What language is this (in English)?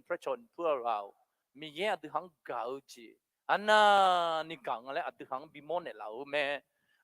Akha